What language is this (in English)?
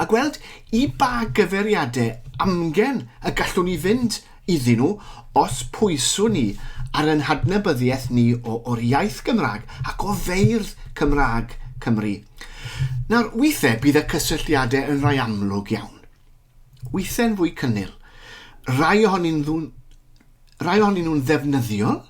Welsh